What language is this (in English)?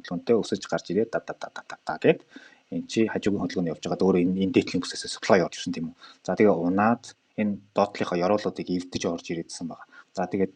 Mongolian